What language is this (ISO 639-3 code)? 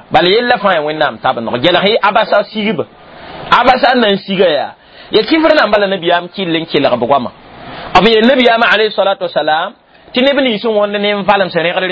mos